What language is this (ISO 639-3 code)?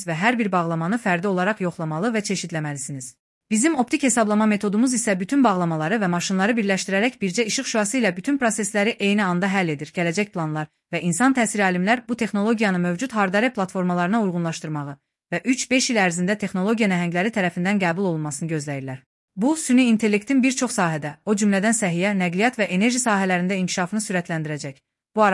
aze